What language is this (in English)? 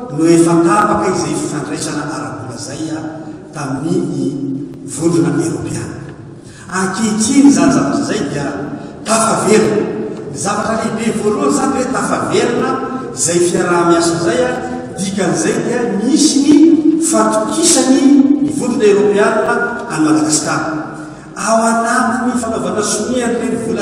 Malagasy